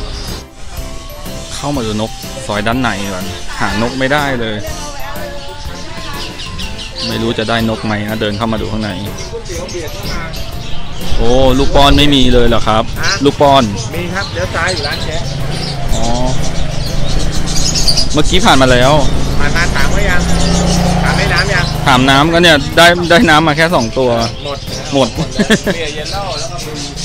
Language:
Thai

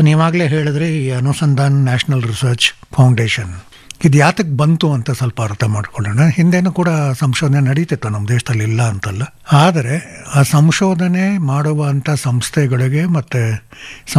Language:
Kannada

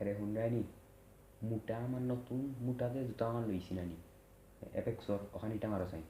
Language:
Sylheti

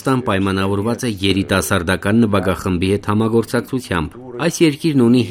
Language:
Armenian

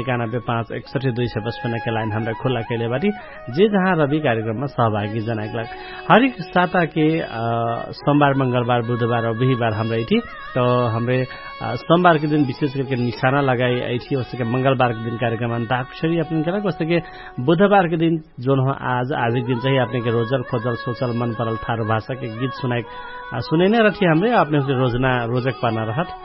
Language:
Dangaura Tharu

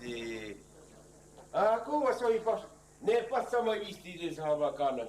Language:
Occitan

